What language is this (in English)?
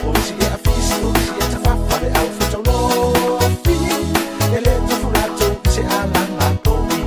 Samoan